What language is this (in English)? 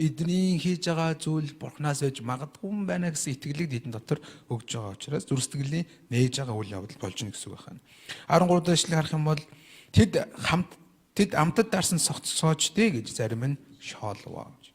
Mongolian